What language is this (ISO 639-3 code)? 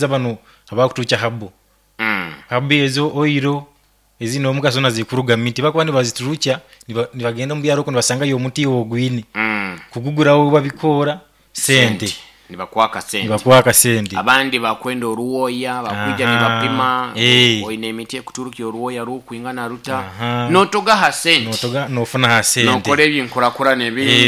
nyo